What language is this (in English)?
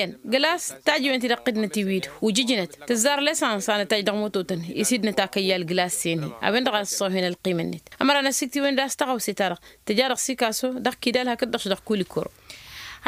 Tamasheq